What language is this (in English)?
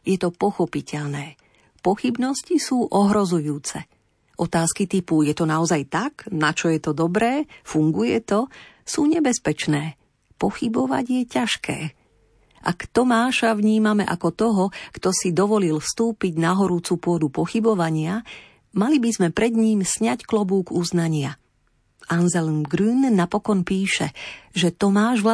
Slovak